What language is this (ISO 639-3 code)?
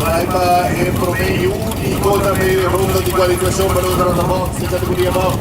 pap